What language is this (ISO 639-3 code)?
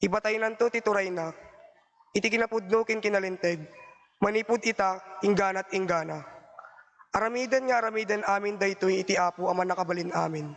ilo